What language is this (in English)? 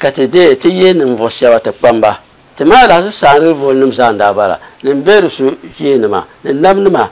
Dagbani